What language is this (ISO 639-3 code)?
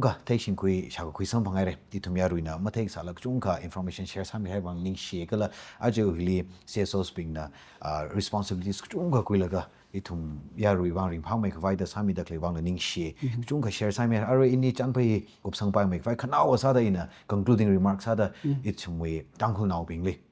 nmf